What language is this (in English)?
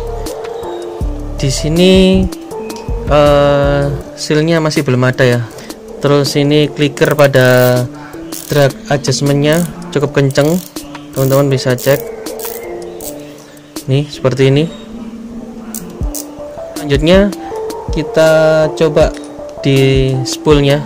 Indonesian